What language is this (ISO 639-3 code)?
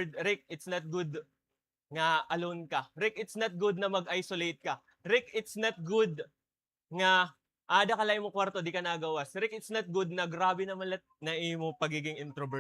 war